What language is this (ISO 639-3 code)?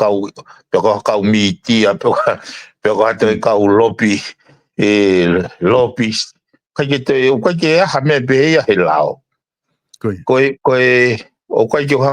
ton